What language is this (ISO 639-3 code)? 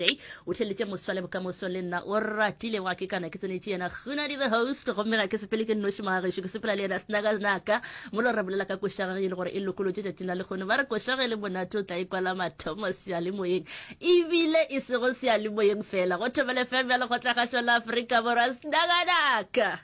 nso